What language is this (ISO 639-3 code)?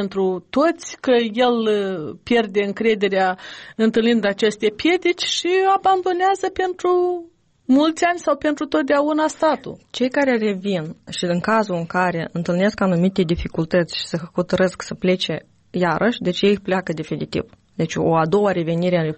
ron